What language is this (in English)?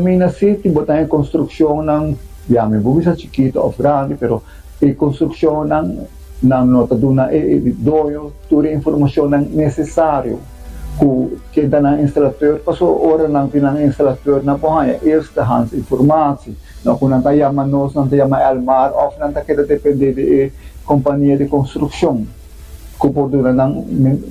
Papiamento